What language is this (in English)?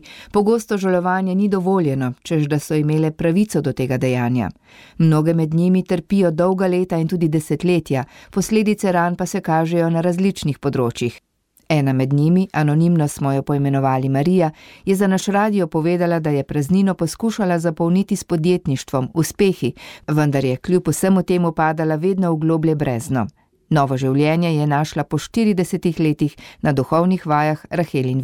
Slovenian